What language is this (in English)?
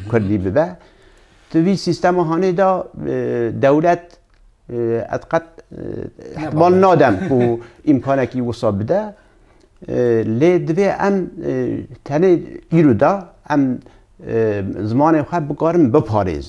Kurdish